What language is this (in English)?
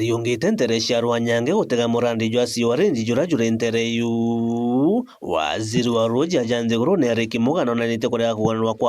Meru